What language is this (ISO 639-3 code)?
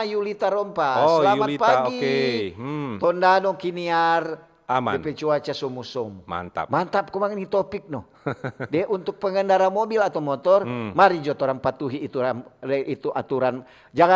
xmm